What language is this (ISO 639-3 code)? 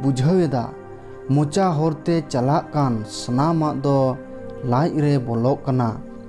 sat